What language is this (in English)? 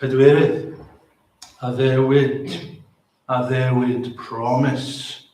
Welsh